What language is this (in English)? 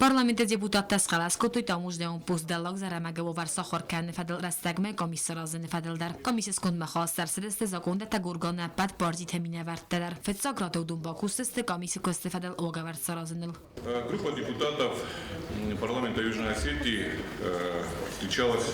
Ossetic